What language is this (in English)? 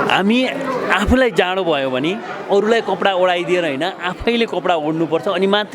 Nepali